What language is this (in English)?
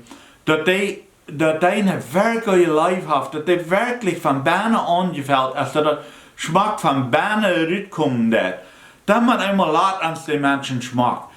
Plautdietsch